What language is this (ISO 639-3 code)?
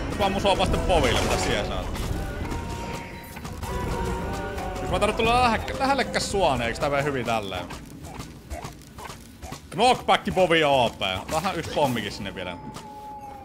fin